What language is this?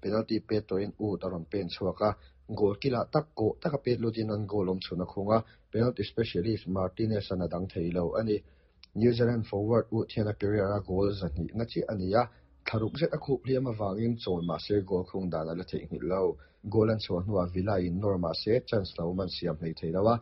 Mizo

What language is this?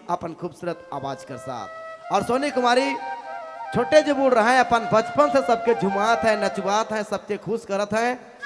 Sadri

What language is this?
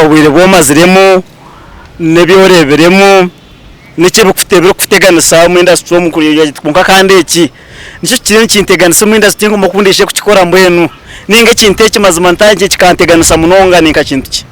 Nyankole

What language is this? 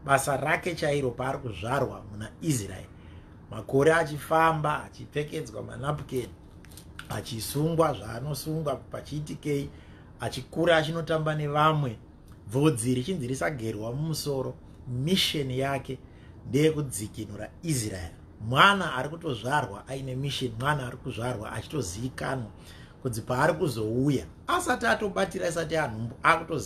Shona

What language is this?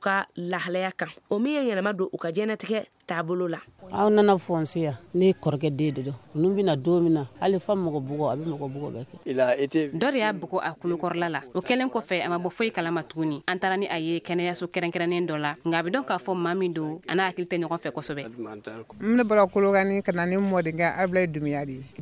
Bambara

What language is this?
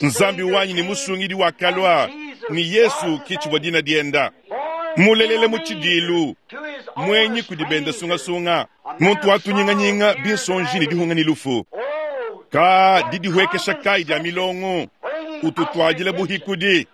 Luba-Lulua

